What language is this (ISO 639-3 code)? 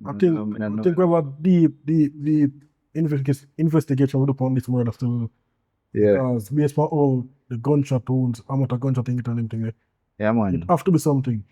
jam